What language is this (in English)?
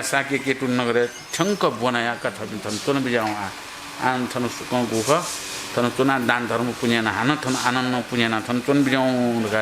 Newari